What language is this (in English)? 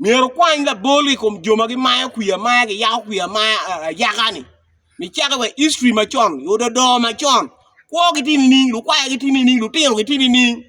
Acoli